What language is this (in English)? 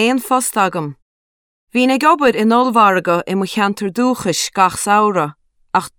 Irish